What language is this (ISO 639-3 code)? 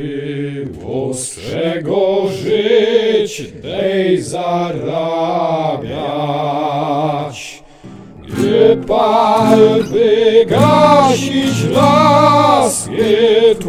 pol